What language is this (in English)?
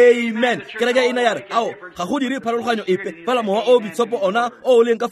Tswana